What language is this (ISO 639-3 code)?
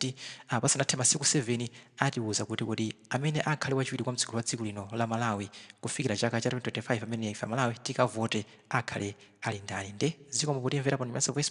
nya